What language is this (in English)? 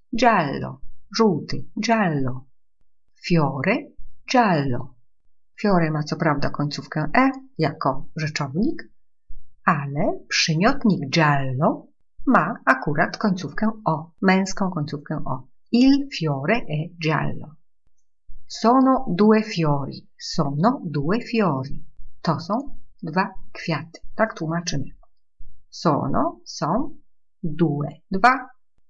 Polish